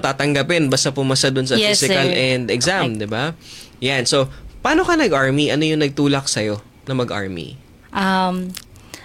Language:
Filipino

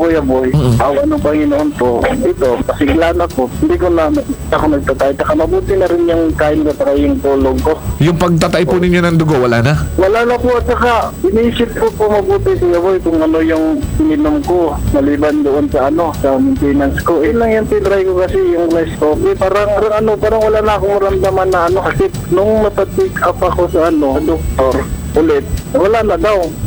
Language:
Filipino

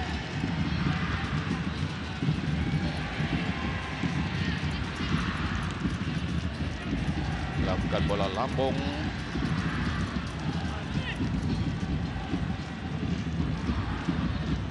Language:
Malay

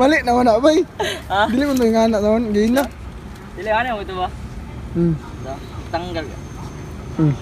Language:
Cebuano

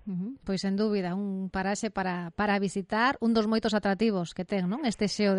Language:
Galician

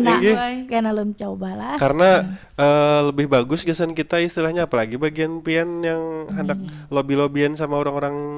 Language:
Banjar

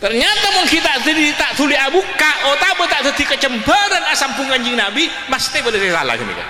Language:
Madurese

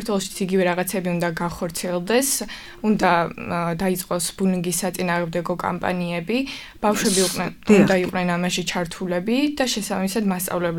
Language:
Georgian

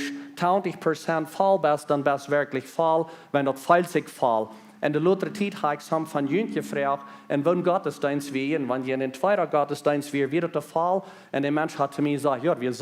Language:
Plautdietsch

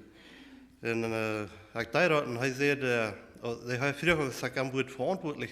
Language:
Plautdietsch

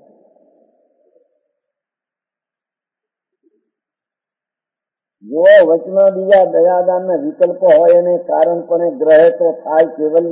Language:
Gujarati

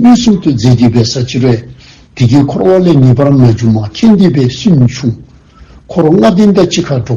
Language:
Dzongkha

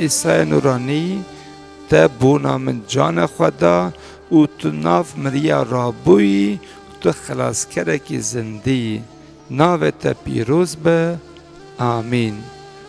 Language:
Kurdish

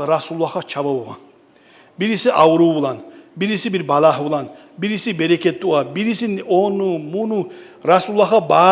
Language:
Kumyk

